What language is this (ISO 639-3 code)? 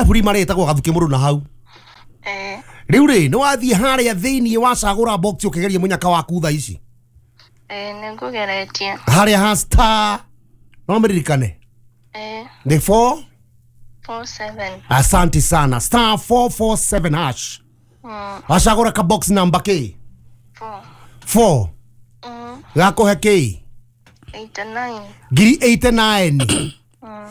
kik